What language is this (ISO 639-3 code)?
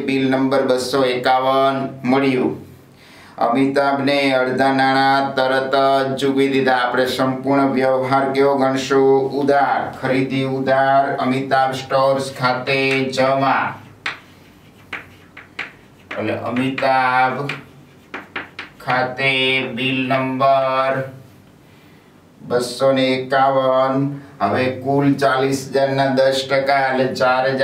guj